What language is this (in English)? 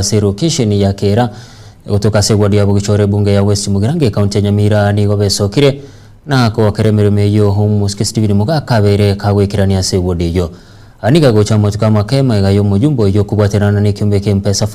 Gusii